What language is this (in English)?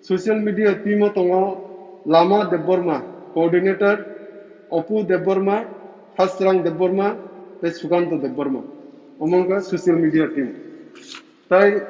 Kok Borok